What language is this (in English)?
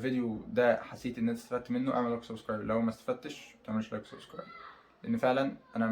Egyptian Arabic